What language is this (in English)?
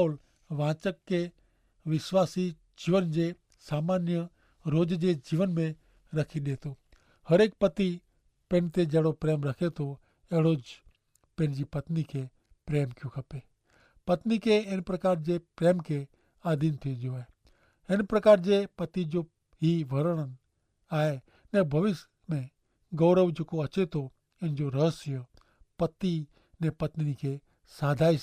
Kachhi